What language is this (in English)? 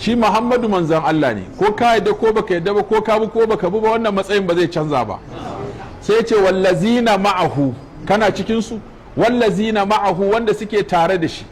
Hausa